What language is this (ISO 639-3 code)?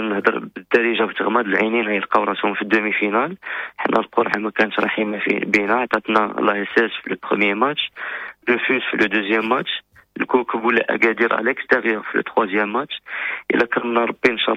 ary